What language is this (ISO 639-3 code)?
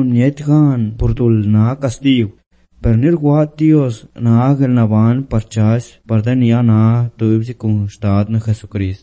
eus